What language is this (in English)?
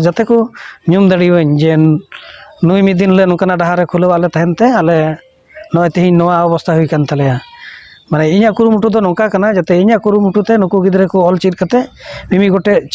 Santali